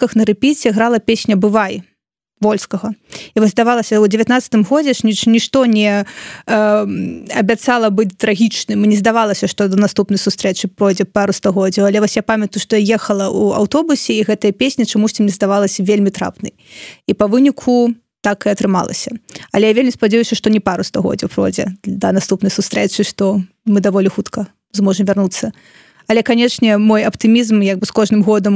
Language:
Belarusian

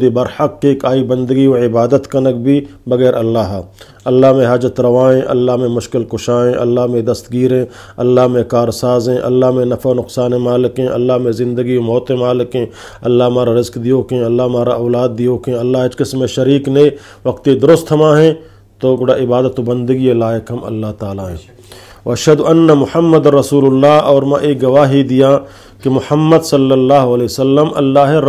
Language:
Eastern Balochi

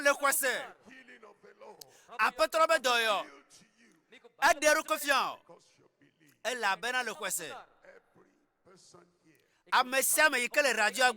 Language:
Ewe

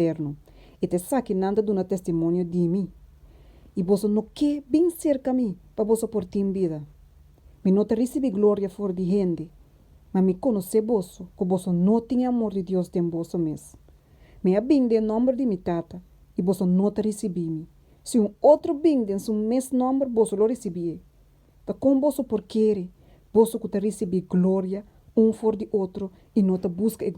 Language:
Papiamento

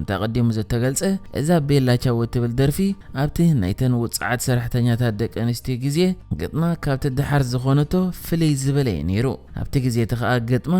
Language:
Tigrinya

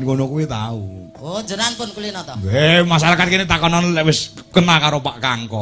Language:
Javanese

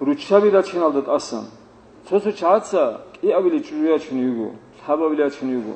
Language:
Avaric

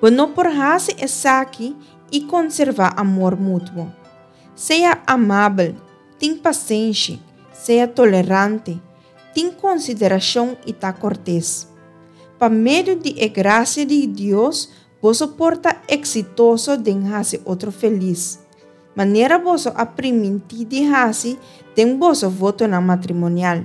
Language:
Papiamento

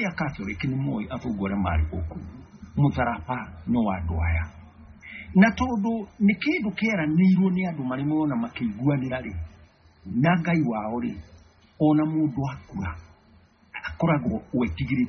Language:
Kikuyu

